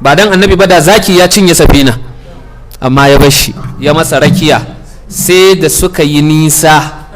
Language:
Hausa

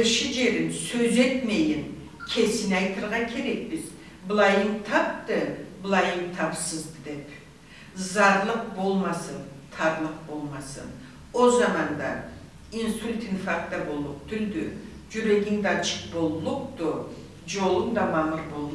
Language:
Karachay-Balkar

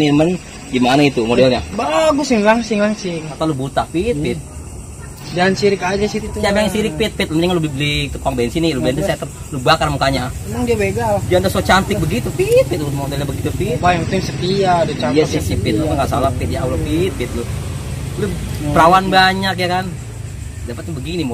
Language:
Betawi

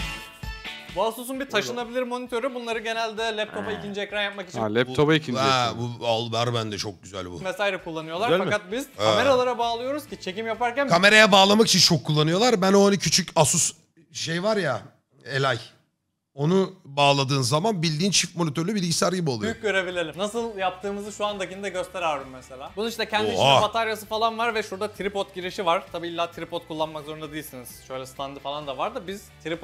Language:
Turkish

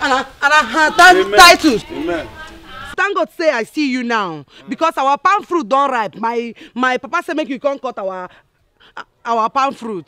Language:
Nigerian Pidgin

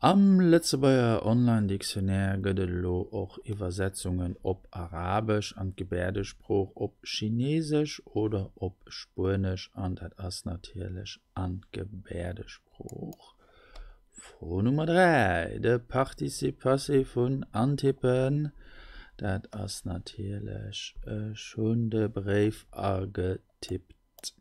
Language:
Luxembourgish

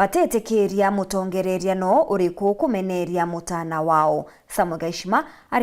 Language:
Meru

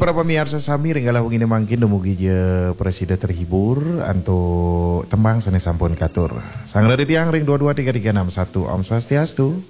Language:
Balinese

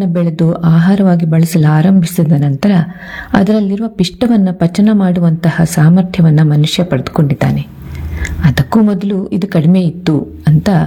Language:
Kannada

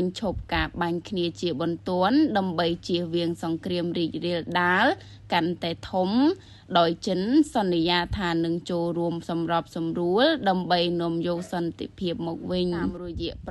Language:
Khmer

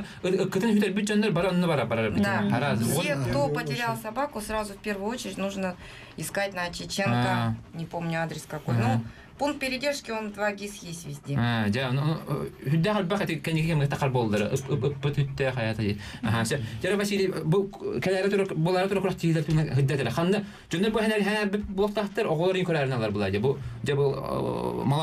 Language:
Yakut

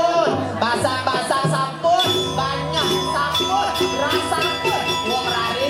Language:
Balinese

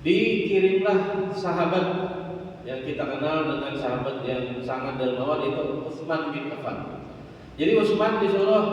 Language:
Banjar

